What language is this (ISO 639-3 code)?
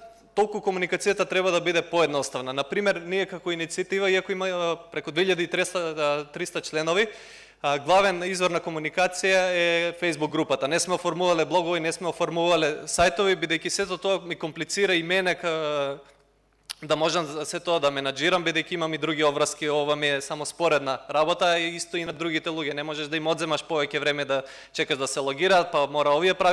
mkd